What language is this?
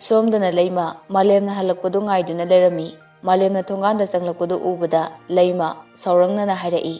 Manipuri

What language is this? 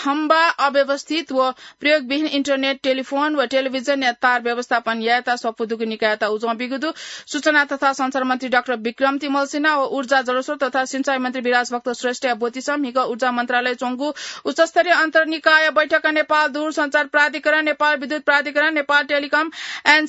Newari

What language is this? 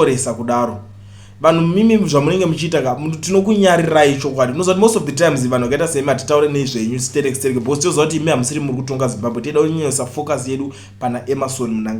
Shona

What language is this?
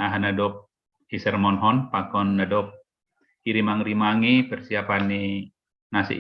Batak Simalungun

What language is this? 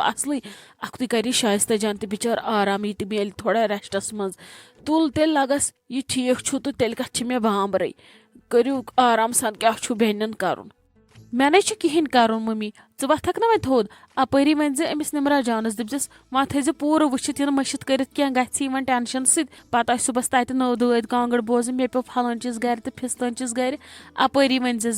Kashmiri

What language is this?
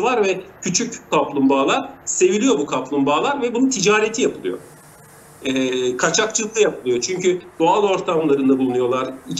Turkish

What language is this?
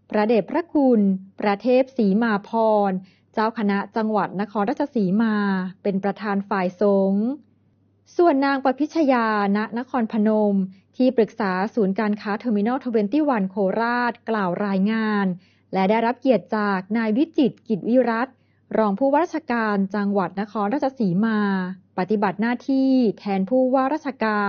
Thai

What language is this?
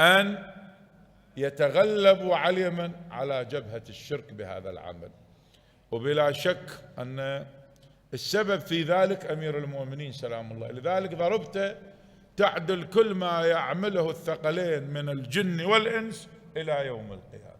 Mesopotamian Arabic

